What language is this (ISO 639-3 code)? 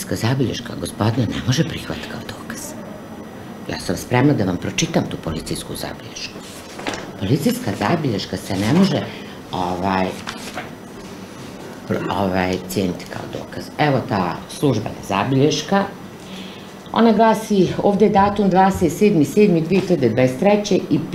bos